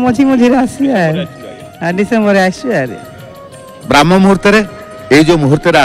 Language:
Odia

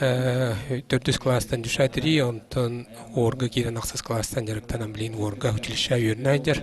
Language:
Yakut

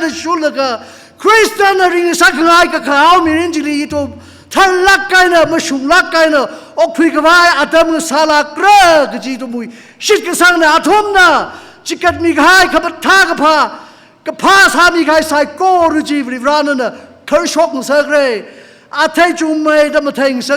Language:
Tangkhul Naga (India)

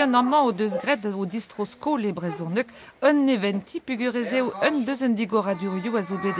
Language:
Breton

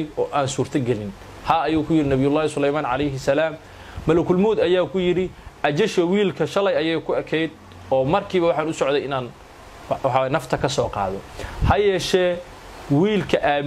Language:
Somali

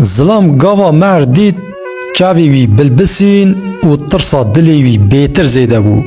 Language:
Kurdish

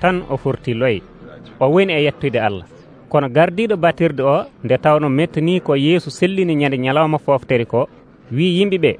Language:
Nigerian Fulfulde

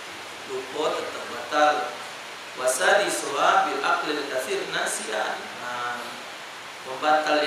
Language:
Musi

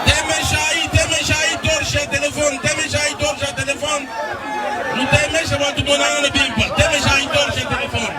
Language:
Luba-Lulua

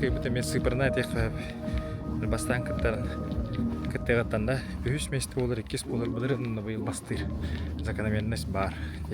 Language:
Yakut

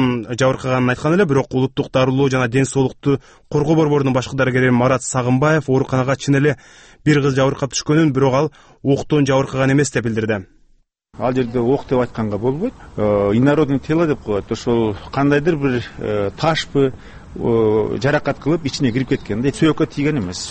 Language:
Kyrgyz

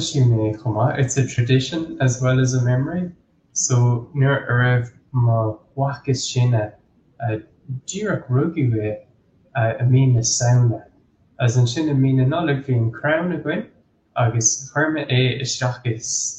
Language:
Irish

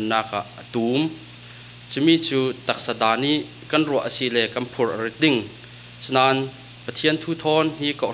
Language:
Falam Chin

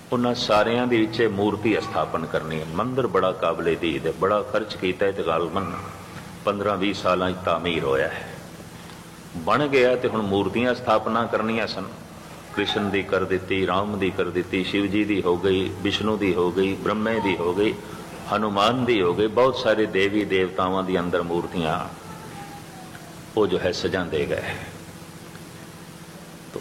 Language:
Punjabi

